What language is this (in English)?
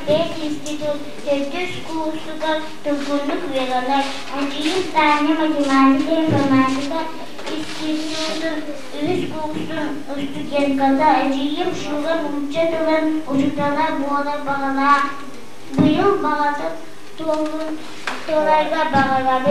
Yakut